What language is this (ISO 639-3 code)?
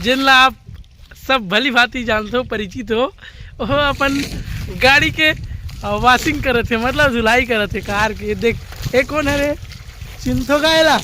hne